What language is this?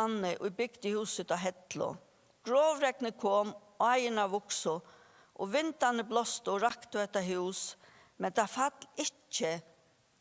Faroese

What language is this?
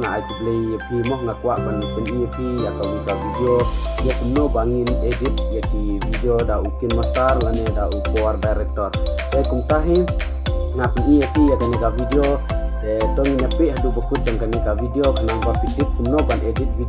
Khasi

